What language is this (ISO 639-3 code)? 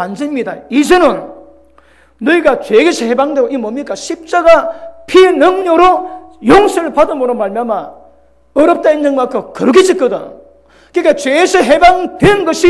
kor